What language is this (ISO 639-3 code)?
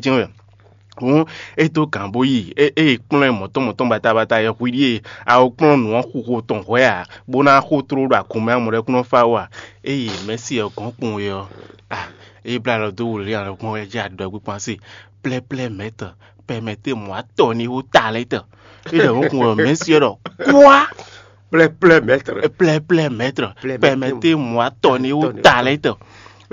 fon